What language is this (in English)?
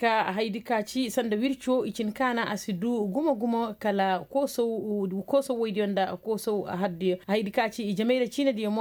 Koyraboro Senni